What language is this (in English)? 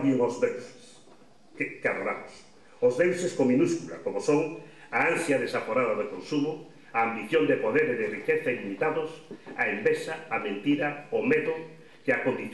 Galician